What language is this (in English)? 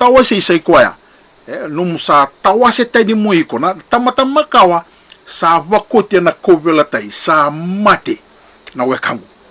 Fijian